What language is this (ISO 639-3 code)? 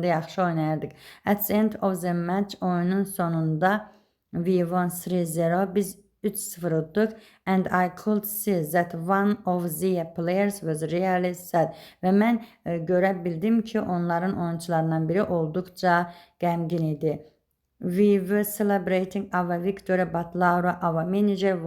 aze